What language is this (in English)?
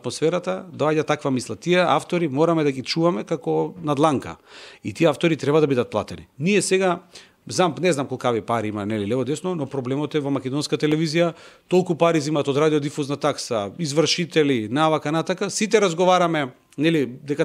Macedonian